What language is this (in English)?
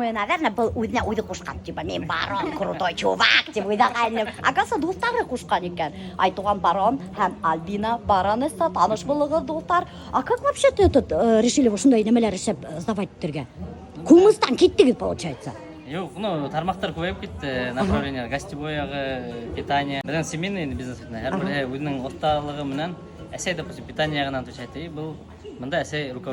Bashkir